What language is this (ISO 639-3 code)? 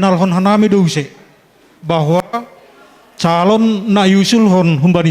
bts